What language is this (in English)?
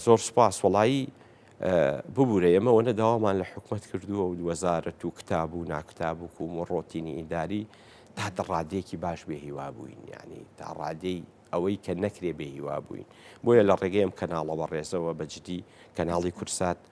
Central Kurdish